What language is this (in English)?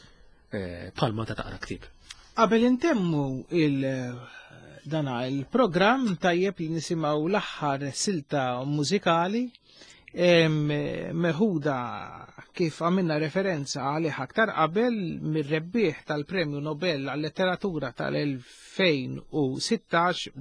Maltese